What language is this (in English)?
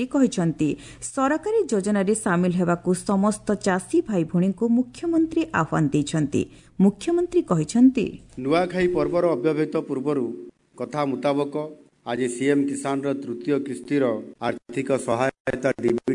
Odia